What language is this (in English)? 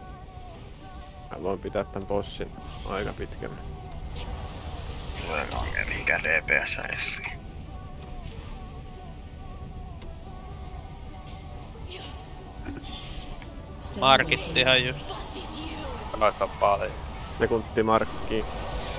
Finnish